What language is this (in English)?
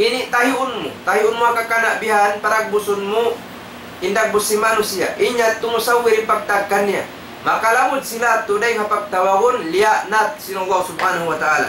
Tausug